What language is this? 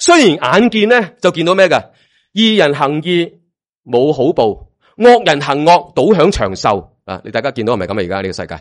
Cantonese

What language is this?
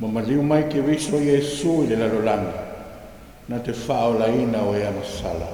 Samoan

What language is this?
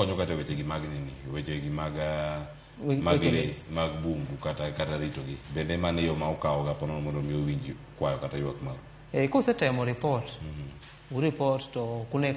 Luo (Kenya and Tanzania)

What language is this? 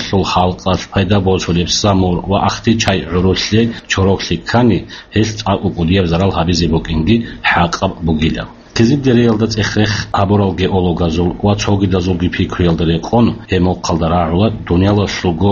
Avaric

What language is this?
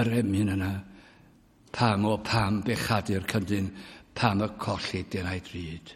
Welsh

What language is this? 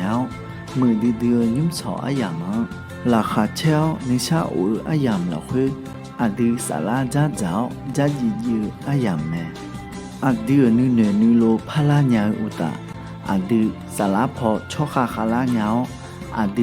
Akha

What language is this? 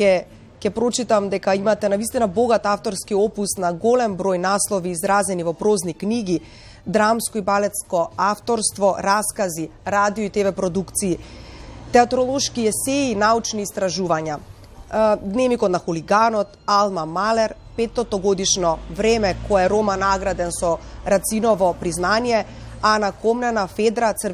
Macedonian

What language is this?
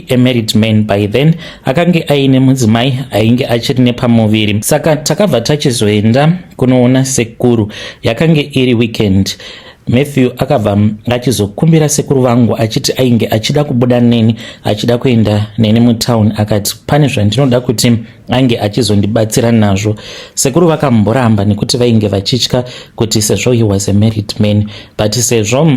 Shona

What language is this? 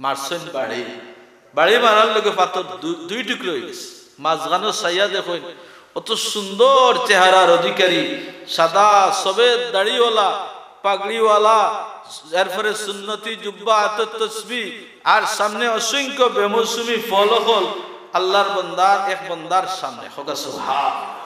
Sylheti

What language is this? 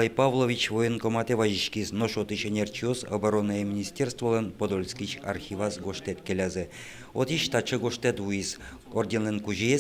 Udmurt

